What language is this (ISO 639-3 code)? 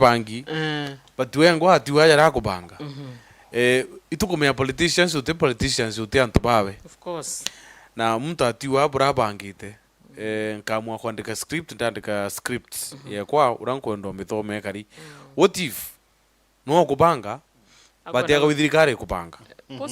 mer